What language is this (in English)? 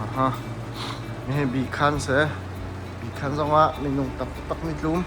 Hakha Chin